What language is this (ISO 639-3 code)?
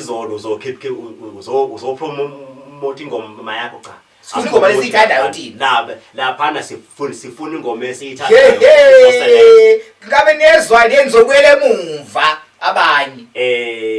zul